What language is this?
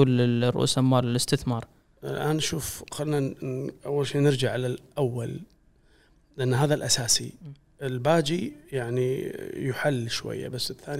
Gulf Arabic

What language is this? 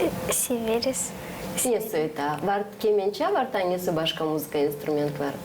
Gagauz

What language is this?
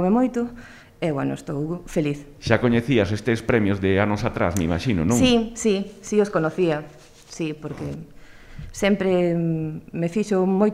Galician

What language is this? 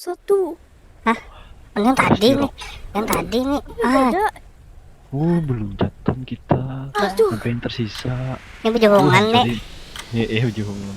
Banjar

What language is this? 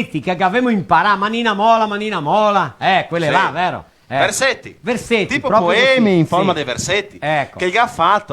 Venetian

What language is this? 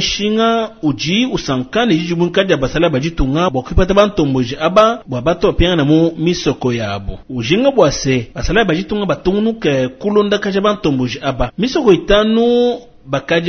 Luba-Lulua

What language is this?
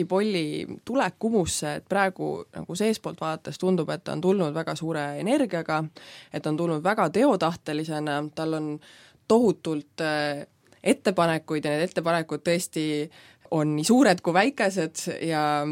Estonian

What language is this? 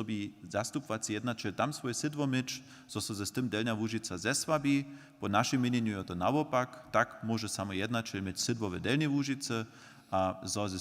Upper Sorbian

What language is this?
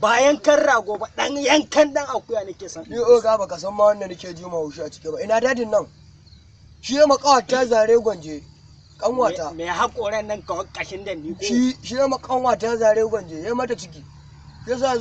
Hausa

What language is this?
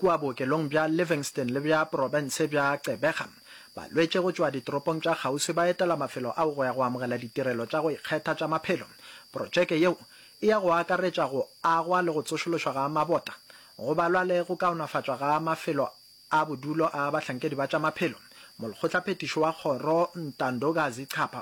Northern Sotho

